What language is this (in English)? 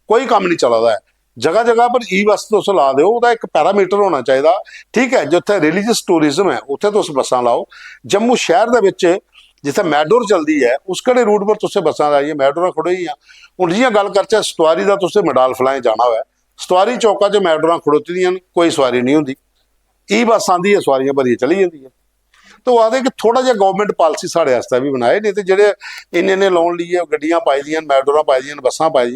Dogri